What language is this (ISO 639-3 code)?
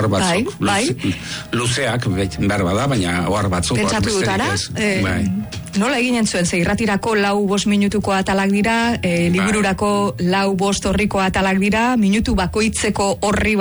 eus